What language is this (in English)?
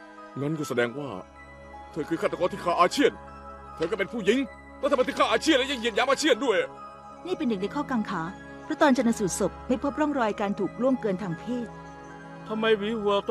Thai